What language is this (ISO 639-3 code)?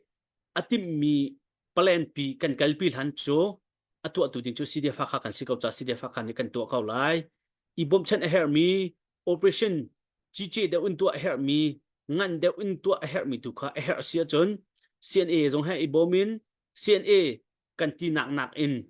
cnh